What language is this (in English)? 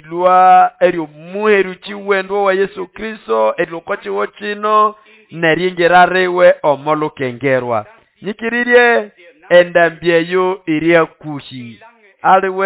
Nande